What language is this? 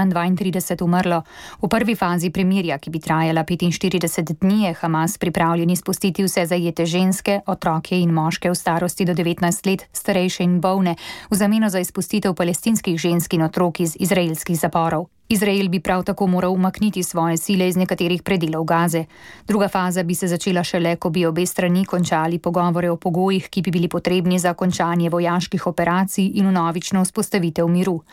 Slovenian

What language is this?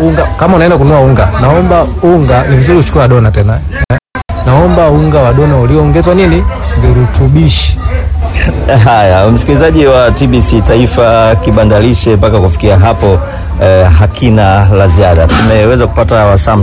Swahili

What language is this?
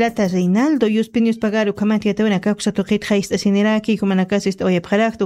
Aymara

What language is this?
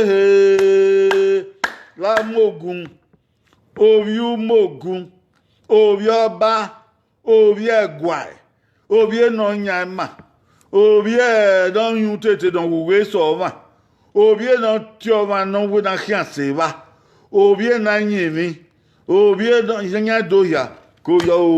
Bini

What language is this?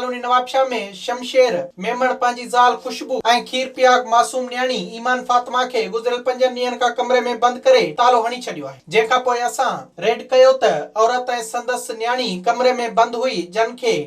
Sindhi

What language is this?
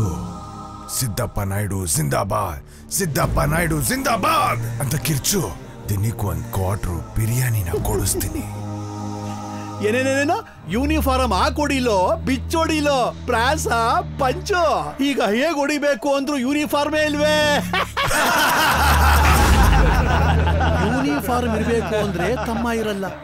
Kannada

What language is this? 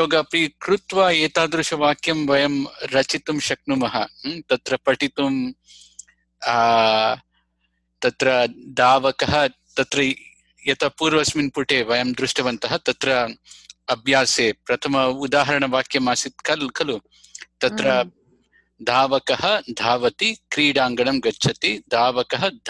Sanskrit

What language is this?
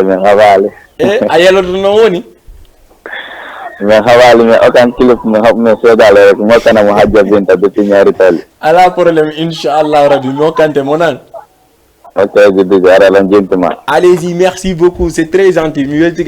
Fula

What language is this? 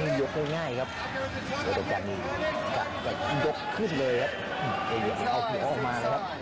Thai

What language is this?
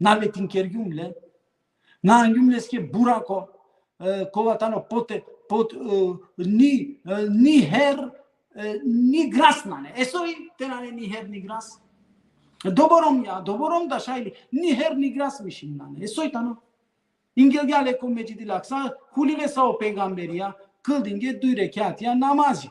Balkan Romani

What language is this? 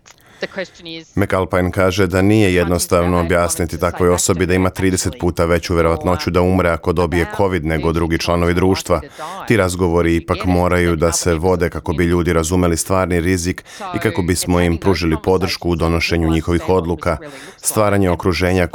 Serbian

